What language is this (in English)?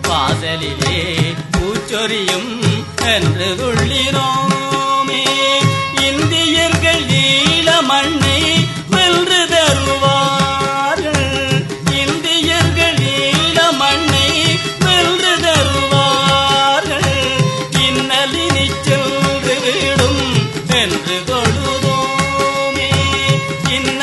Tamil